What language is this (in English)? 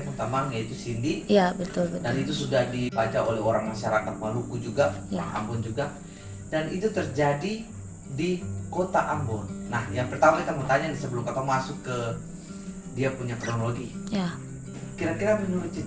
Ambonese Malay